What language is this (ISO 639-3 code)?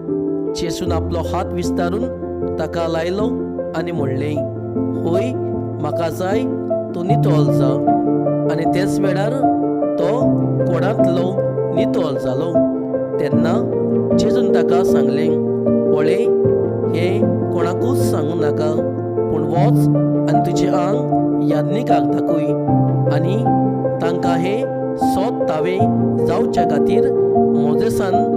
kok